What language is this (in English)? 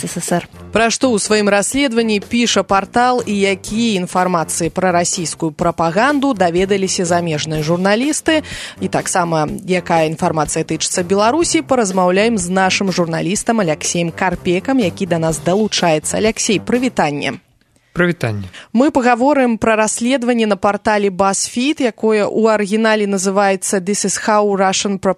Belarusian